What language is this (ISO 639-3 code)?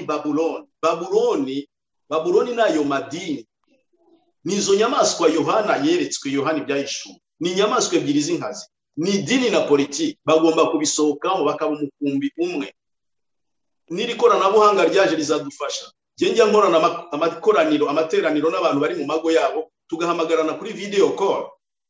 kin